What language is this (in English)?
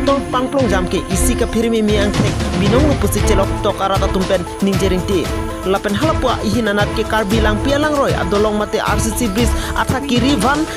Karbi